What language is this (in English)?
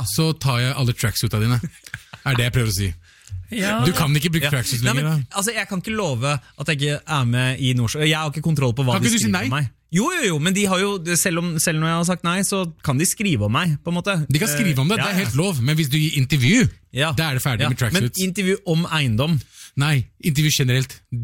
Norwegian